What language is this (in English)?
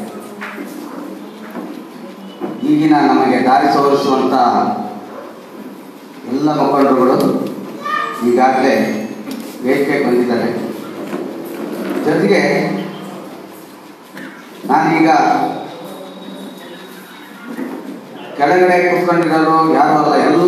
Kannada